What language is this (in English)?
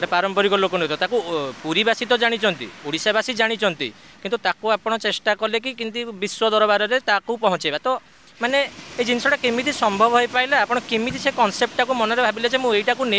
Odia